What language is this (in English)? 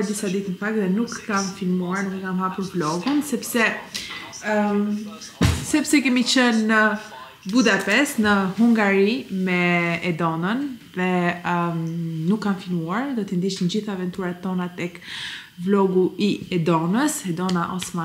Albanian